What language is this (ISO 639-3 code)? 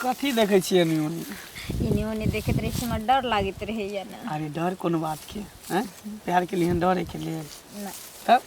mai